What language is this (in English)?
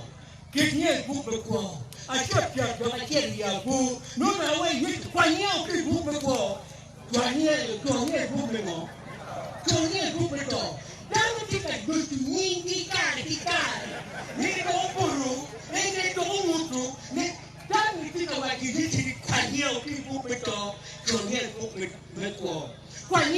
Acoli